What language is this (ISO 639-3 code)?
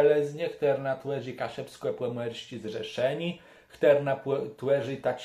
csb